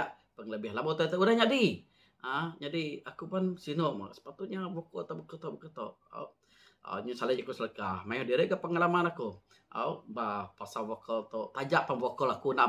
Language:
Iban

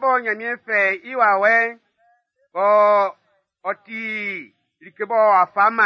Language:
Baoulé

